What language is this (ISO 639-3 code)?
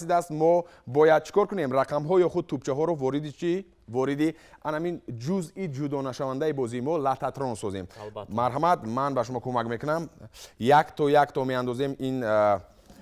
tgk